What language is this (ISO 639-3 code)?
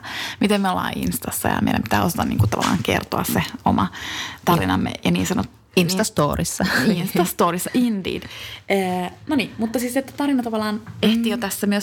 fin